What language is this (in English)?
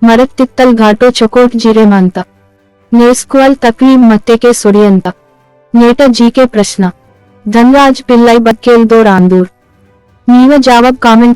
Gondi